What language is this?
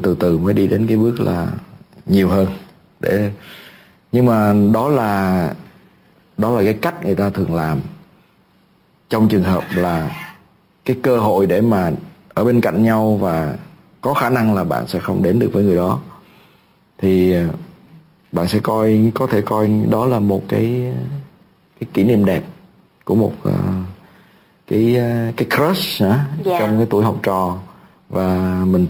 Vietnamese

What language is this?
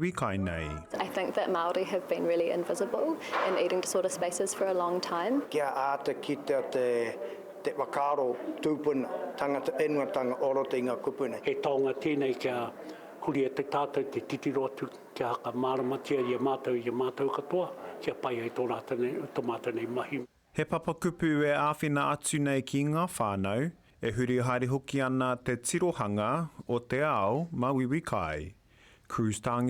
Māori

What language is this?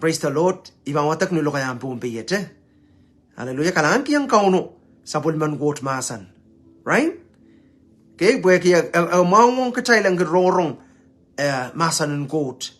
Pohnpeian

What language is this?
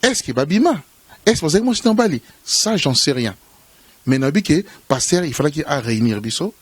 Lingala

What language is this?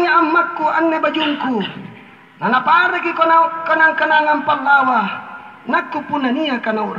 Makasar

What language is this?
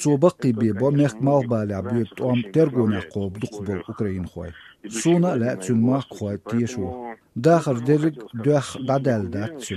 Chechen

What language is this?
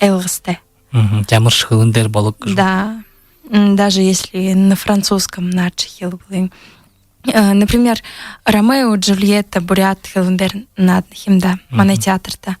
Buriat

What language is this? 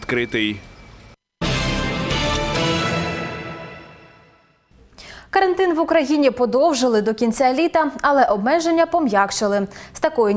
Ukrainian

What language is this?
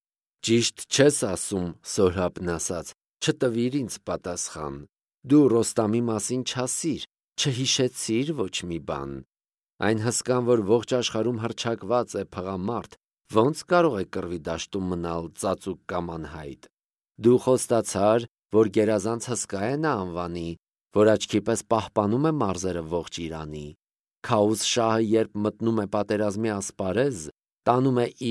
Armenian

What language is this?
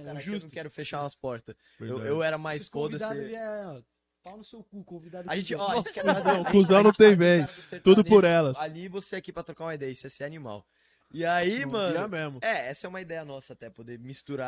Portuguese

